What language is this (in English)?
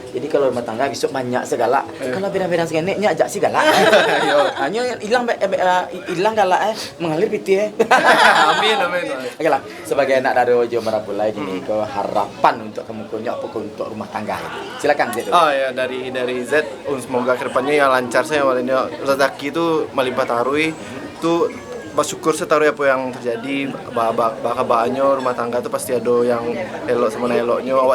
Minangkabau